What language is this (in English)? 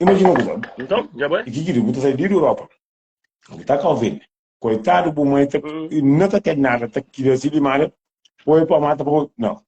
Kabuverdianu